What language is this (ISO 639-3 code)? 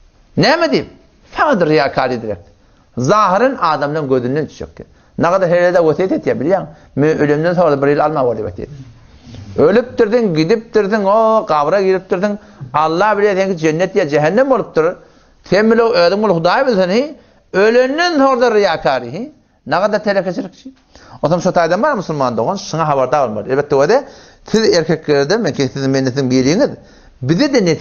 tuk